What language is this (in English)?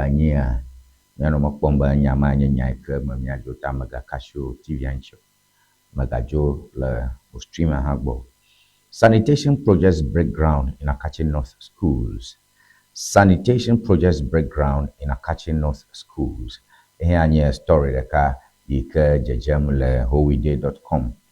Ewe